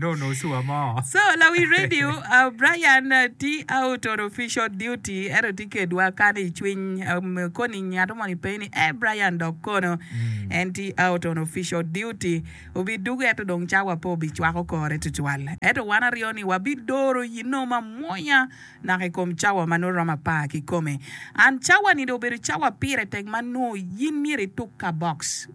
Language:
Acoli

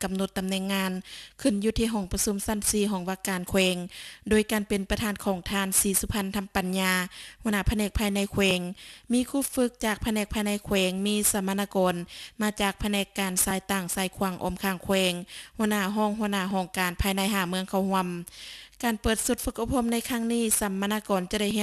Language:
Lao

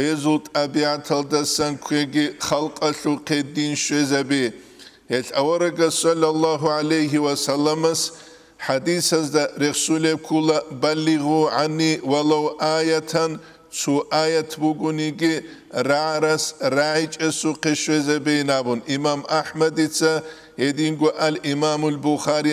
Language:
Avaric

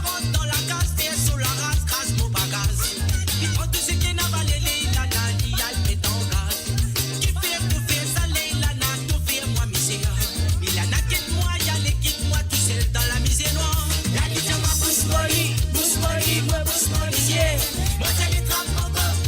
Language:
Morisyen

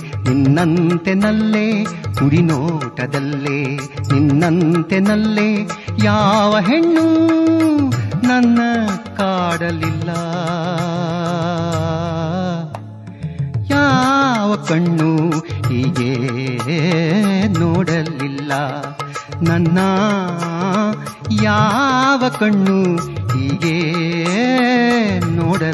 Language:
Kannada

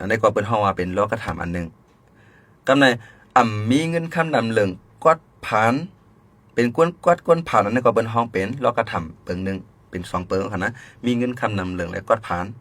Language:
Shan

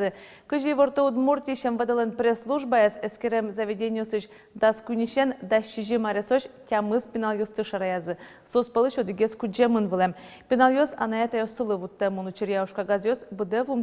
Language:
Udmurt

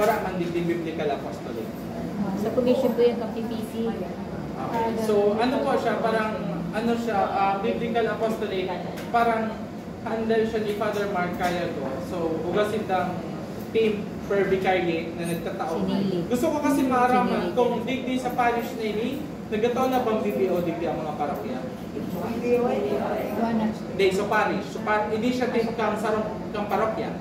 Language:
Bikol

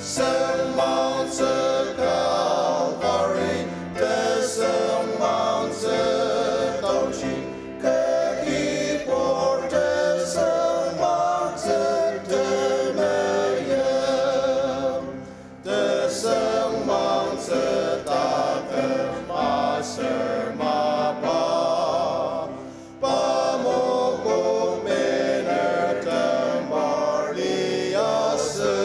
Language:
Ao Naga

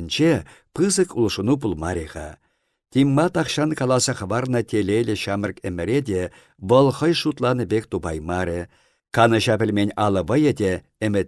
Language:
Chuvash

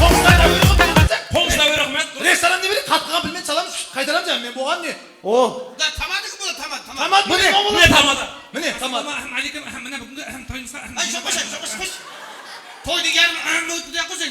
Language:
Kara-Kalpak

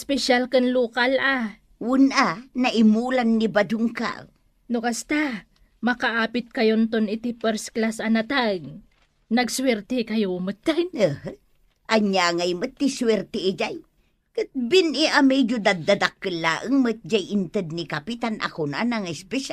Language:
Iloko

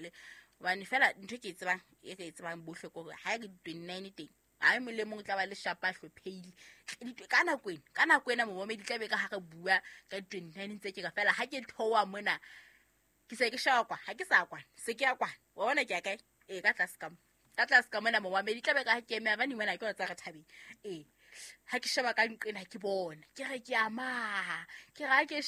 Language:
Southern Sotho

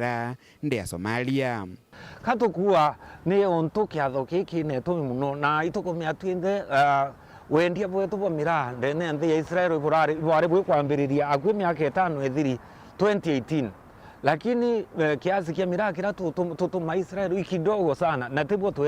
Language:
Meru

